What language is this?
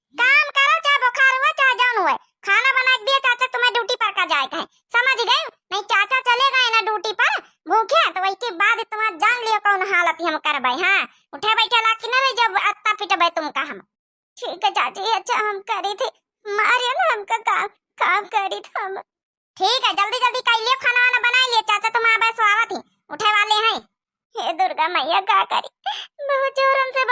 Awadhi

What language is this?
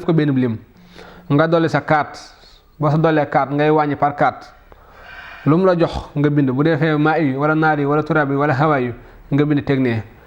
Wolof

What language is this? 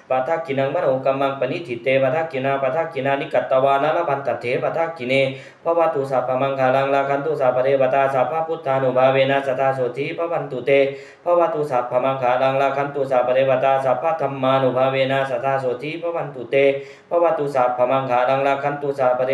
Pali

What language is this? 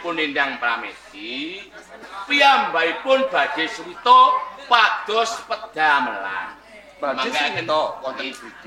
Javanese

